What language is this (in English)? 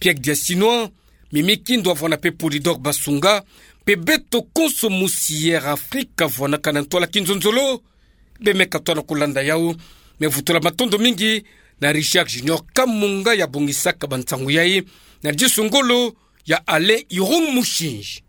Kituba (Democratic Republic of Congo)